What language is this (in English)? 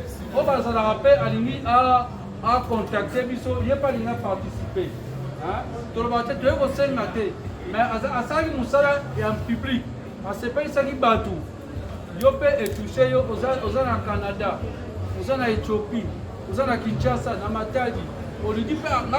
Lingala